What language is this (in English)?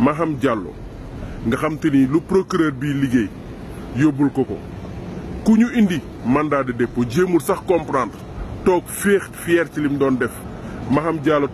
Wolof